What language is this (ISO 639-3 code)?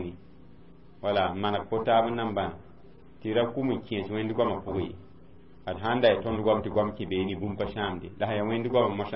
mos